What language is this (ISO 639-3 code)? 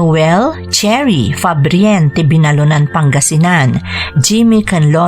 ilo